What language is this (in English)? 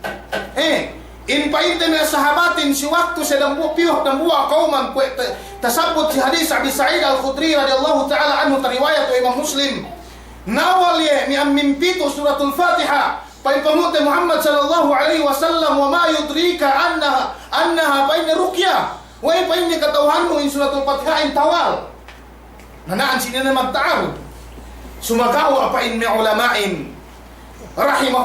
Yakan